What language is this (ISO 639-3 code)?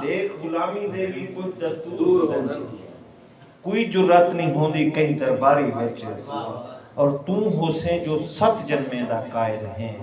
skr